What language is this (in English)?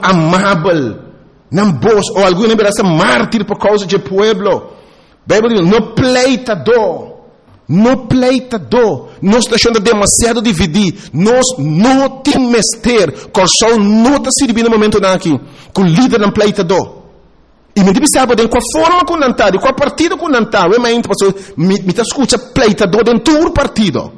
Papiamento